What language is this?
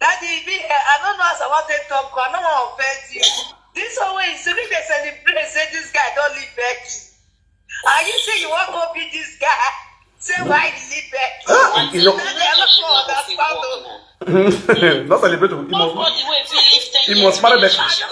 Nigerian Pidgin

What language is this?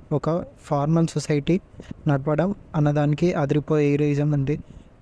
Telugu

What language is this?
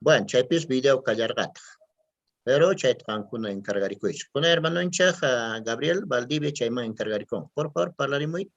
Quechua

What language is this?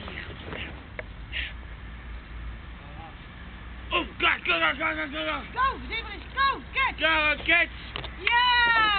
Dutch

